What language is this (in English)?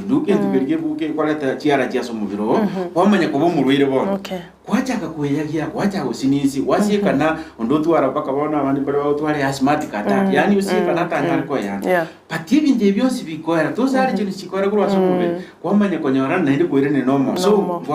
Gusii